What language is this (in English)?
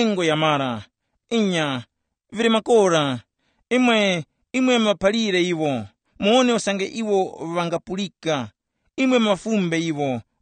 Tumbuka